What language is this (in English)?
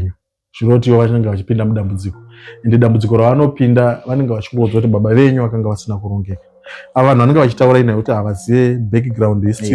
Shona